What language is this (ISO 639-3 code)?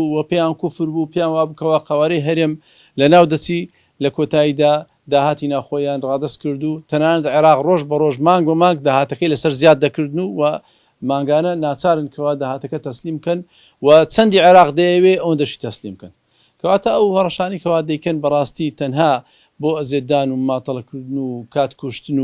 ckb